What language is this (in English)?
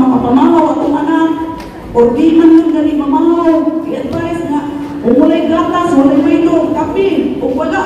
Cebuano